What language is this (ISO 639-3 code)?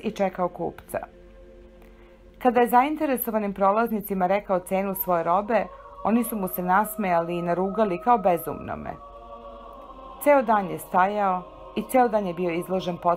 srp